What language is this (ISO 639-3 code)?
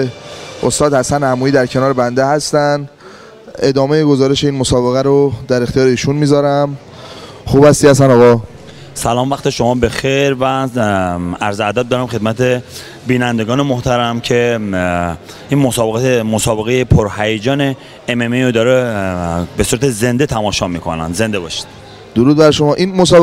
fas